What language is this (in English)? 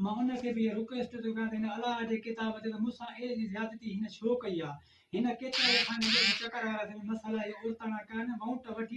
Sindhi